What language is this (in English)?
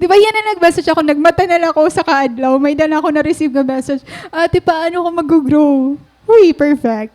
Waray